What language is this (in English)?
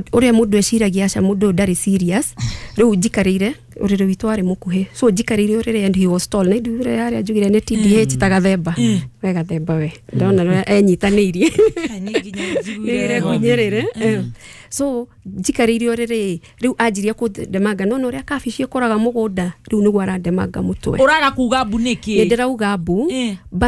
Kikuyu